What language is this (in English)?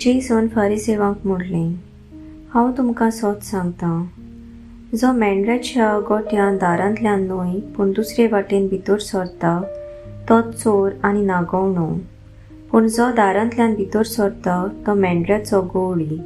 Konkani